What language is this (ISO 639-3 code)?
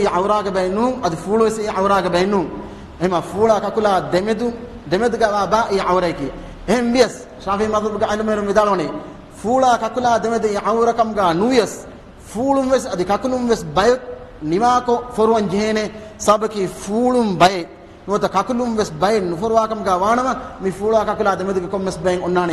div